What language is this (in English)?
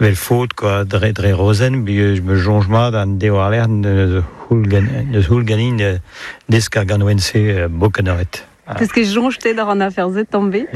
Breton